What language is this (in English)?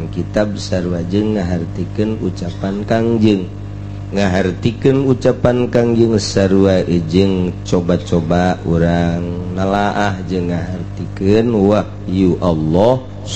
Sundanese